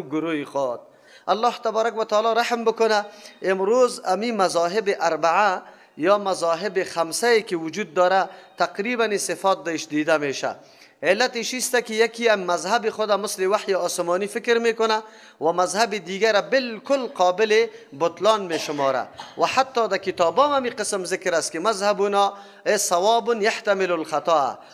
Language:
Persian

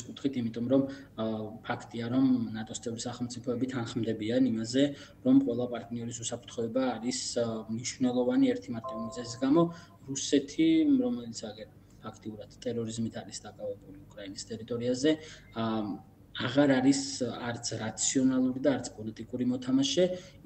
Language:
Georgian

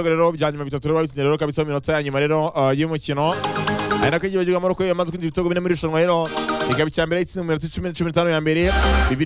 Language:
Kinyarwanda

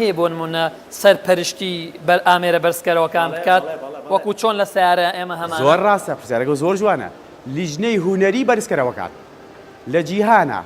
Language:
Central Kurdish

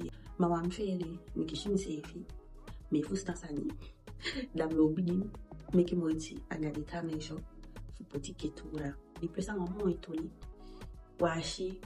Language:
Eastern Maroon Creole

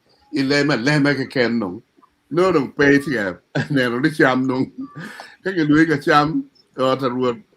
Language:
Acoli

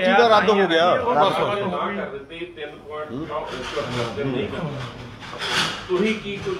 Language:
Punjabi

